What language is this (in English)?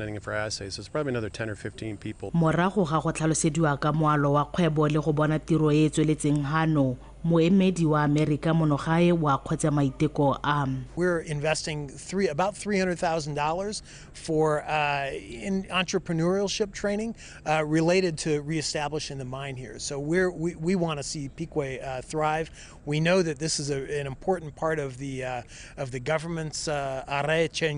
Tswana